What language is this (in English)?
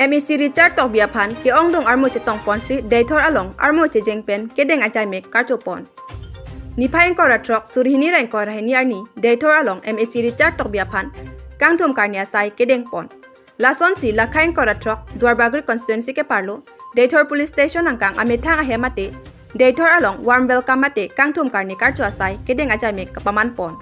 Karbi